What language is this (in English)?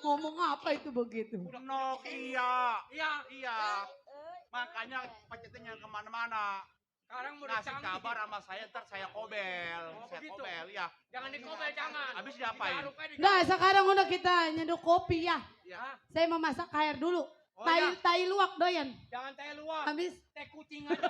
Betawi